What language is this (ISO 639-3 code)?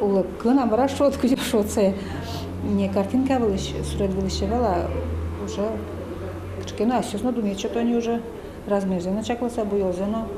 udm